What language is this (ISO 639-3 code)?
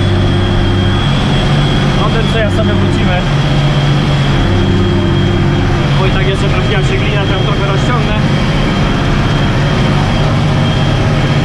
pol